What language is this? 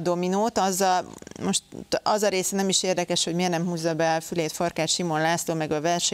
Hungarian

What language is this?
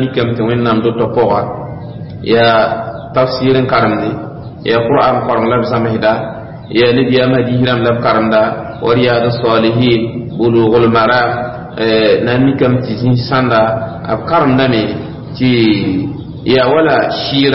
Mossi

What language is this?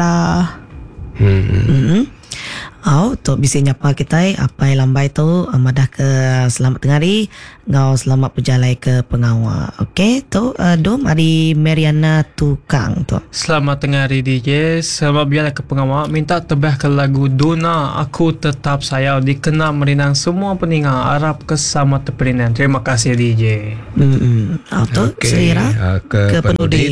Iban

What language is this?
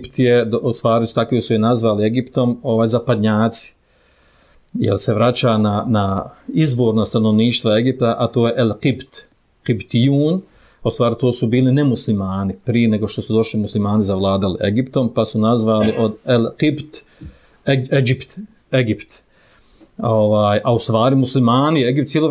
Bosnian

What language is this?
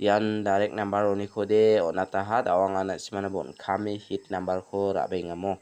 Garo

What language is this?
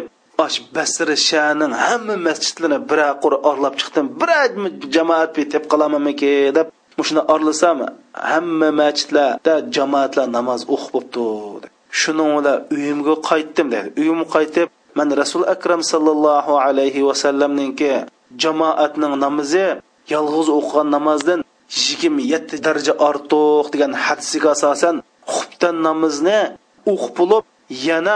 Uyghur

